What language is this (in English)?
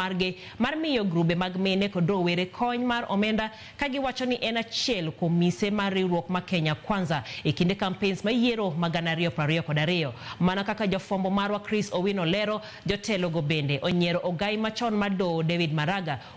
Luo (Kenya and Tanzania)